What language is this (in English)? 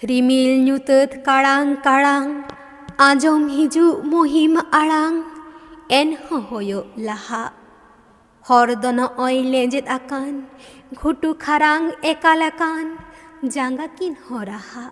Santali